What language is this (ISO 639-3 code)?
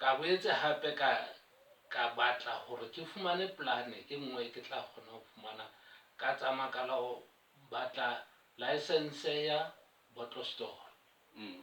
sot